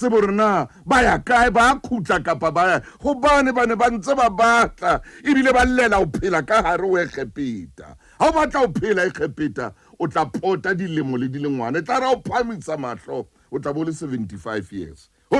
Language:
Southern Sotho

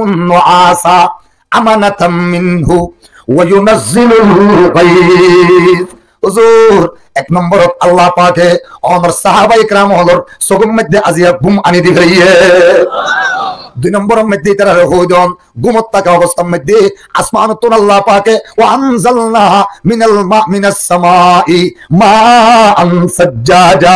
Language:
Rohingya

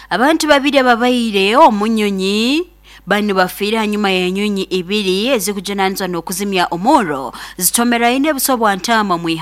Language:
Nyoro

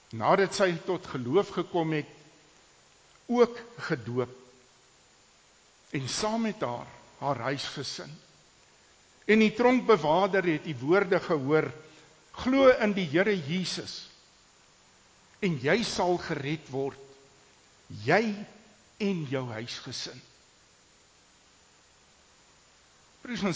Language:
Afrikaans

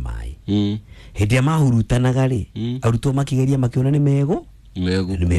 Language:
Kikuyu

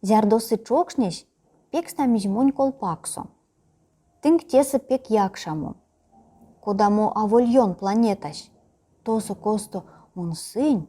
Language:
Erzya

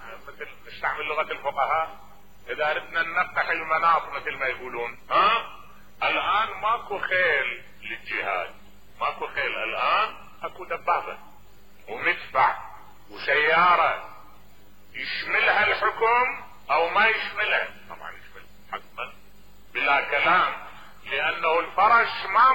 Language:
Mesopotamian Arabic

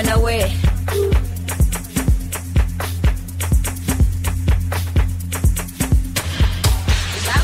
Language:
Swahili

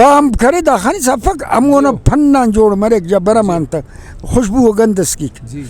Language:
Brahui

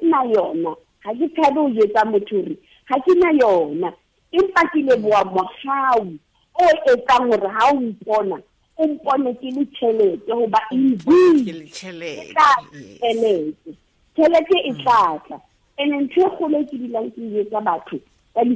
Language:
Southern Sotho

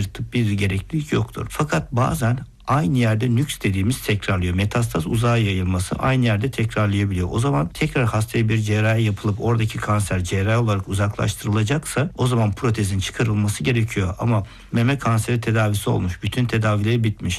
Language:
Turkish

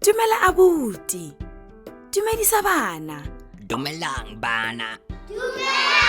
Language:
Tswana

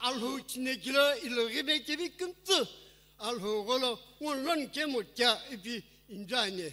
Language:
Sumi Naga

